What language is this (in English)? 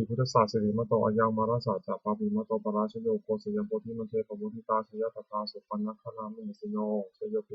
Pali